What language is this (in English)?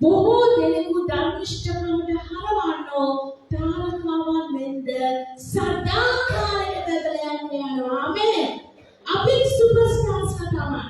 Sinhala